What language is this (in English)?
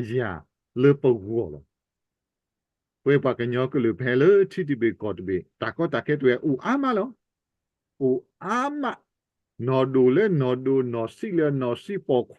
S'gaw Karen